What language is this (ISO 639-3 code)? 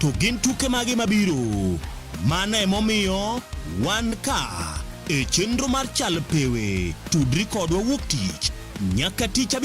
luo